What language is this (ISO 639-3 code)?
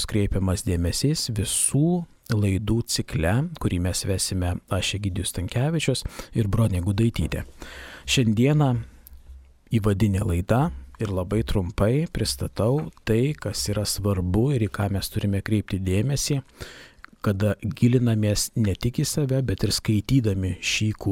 lit